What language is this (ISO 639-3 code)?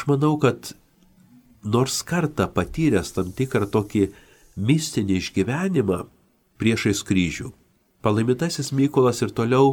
lit